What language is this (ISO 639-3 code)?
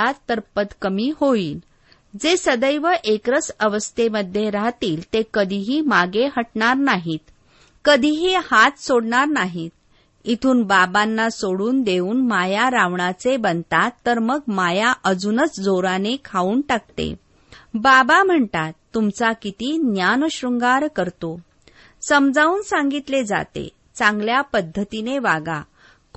mar